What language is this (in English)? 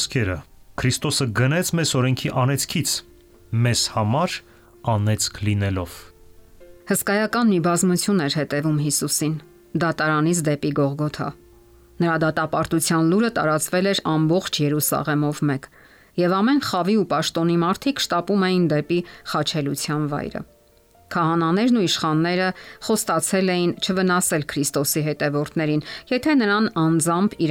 Armenian